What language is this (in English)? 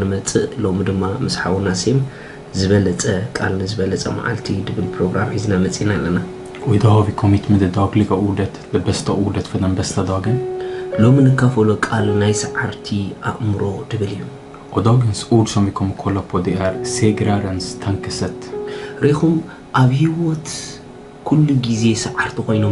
Tigrinya